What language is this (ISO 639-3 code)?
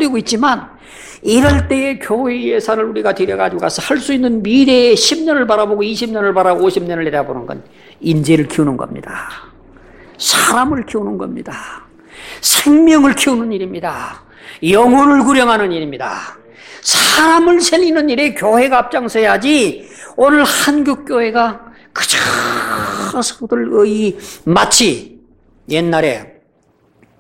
kor